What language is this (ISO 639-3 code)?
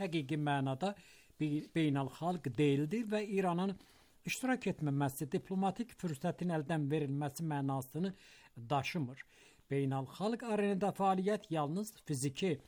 aze